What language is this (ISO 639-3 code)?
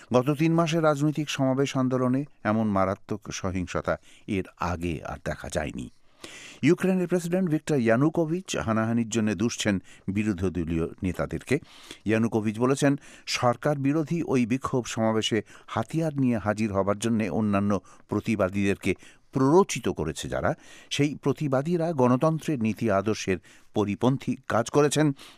ben